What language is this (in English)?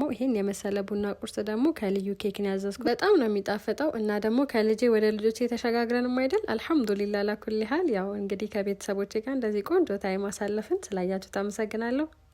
Amharic